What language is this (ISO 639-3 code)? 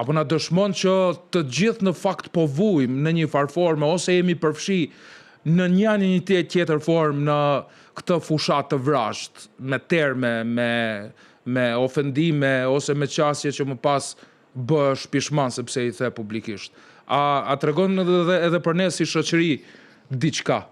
sqi